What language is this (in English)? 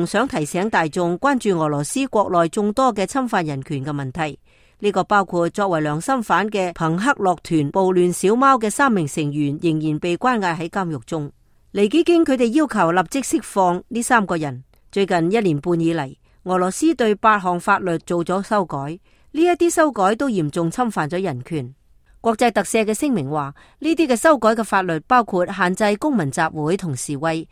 Cantonese